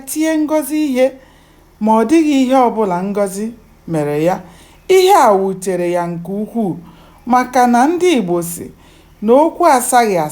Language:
Igbo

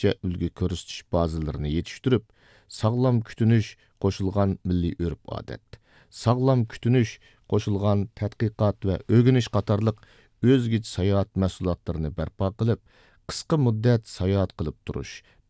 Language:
Uyghur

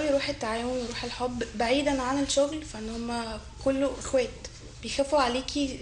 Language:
Egyptian Arabic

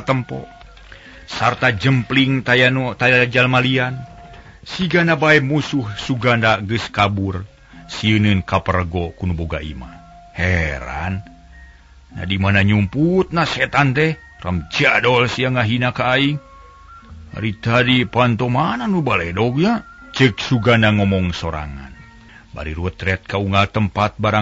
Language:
Sundanese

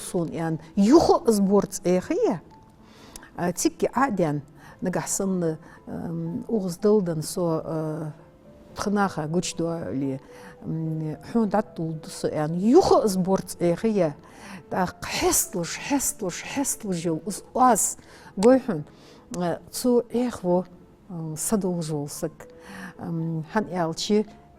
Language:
Ingush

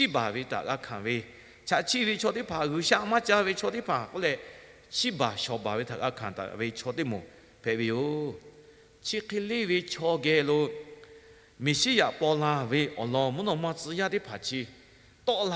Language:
Lahu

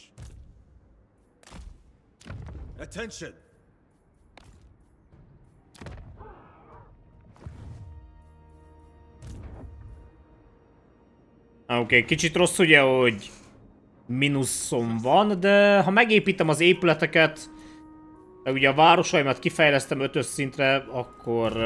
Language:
Hungarian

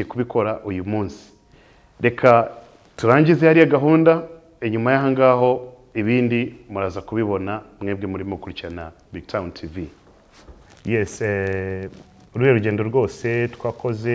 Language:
Kinyarwanda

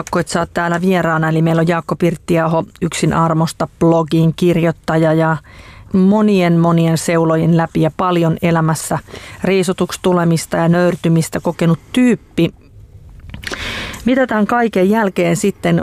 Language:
Finnish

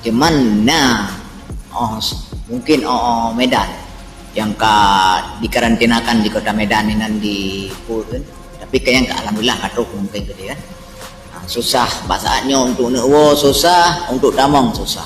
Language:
Achinese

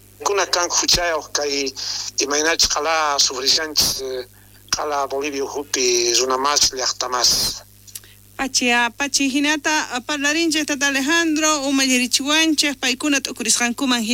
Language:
South Bolivian Quechua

